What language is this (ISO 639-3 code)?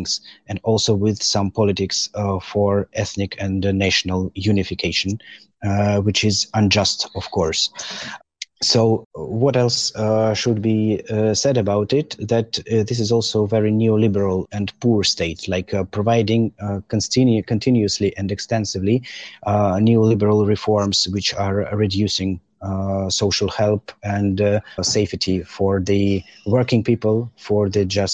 eng